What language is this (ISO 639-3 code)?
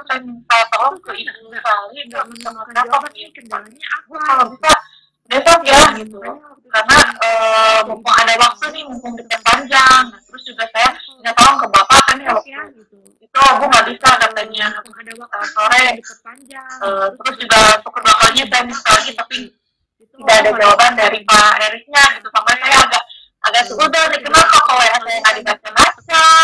ind